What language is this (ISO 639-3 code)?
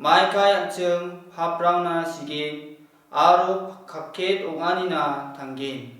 grt